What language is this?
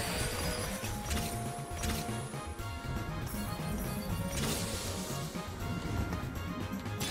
Czech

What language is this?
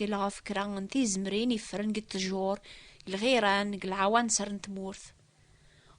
Kabyle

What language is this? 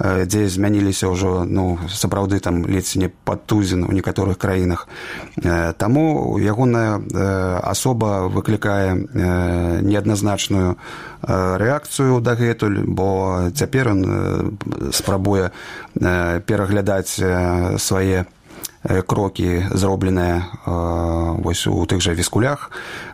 Belarusian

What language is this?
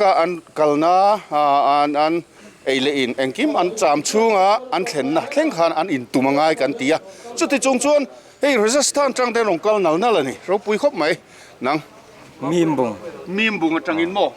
Mizo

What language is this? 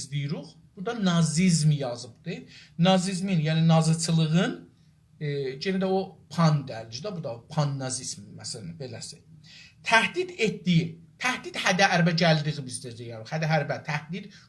South Azerbaijani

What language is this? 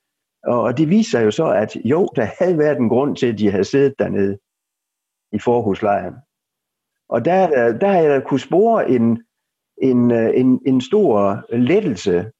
Danish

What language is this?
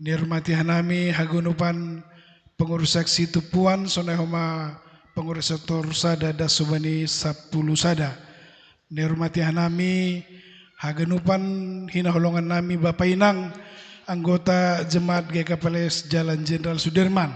Batak Simalungun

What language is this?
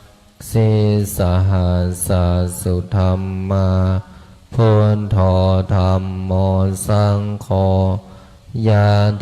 Pali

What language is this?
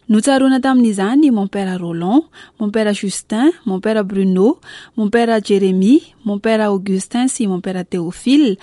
Malagasy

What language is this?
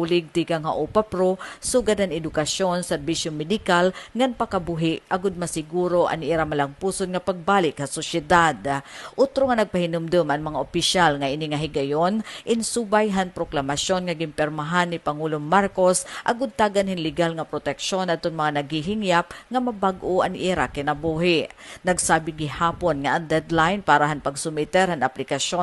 Waray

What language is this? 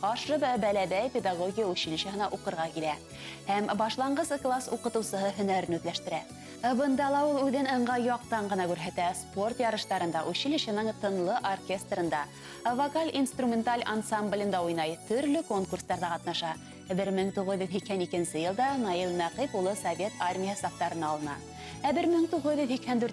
Bashkir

